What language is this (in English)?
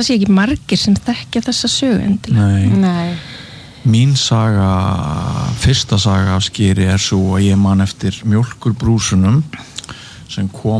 Icelandic